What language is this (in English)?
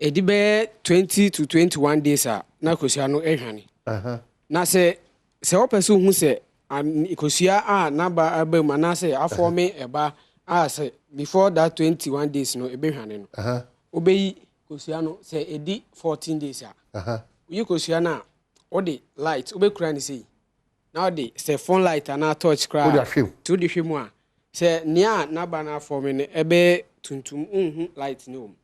Akan